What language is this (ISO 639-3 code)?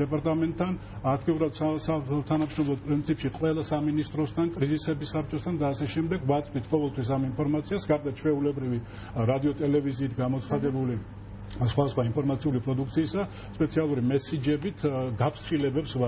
kat